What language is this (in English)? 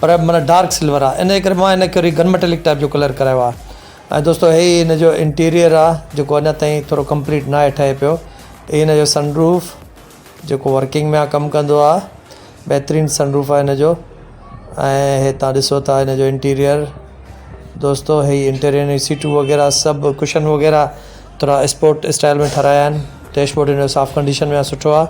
Sindhi